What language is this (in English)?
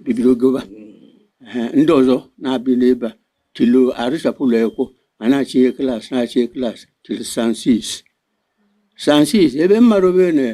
Igbo